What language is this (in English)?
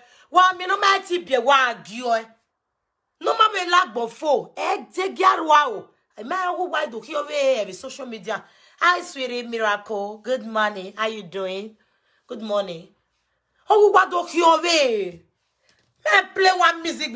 Nigerian Pidgin